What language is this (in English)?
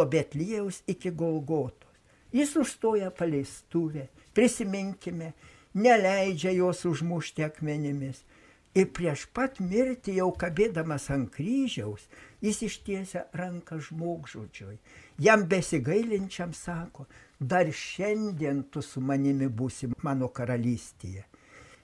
Lithuanian